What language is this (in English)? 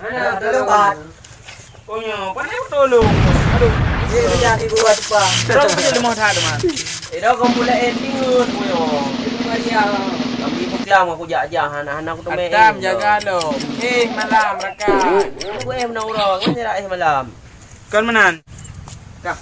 Achinese